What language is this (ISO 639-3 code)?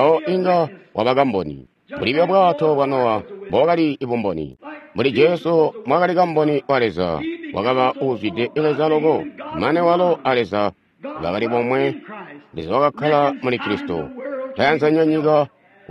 toi